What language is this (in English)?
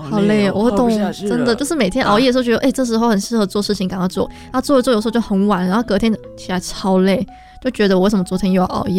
Chinese